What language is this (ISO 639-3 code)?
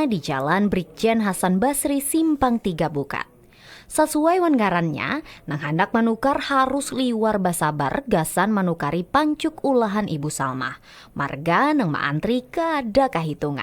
bjn